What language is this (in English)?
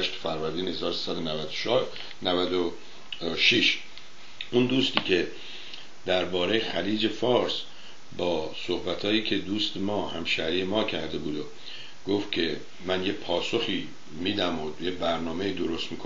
Persian